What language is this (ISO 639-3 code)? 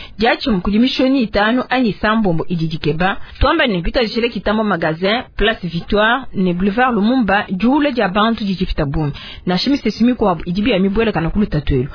lua